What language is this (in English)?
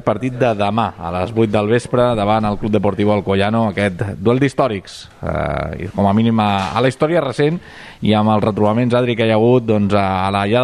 Catalan